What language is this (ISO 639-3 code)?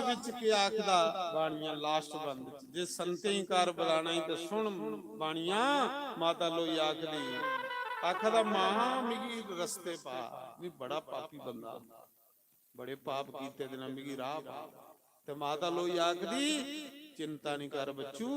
doi